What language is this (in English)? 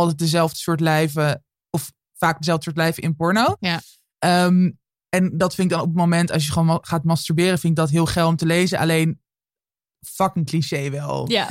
Dutch